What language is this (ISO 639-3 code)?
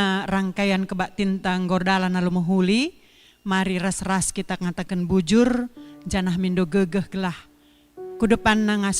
btx